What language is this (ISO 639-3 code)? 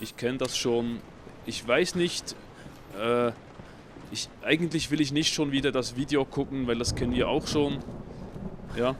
gsw